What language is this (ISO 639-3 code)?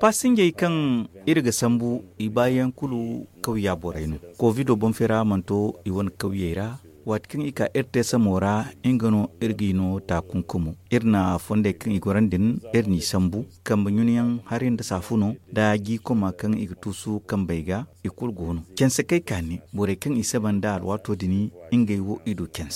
dje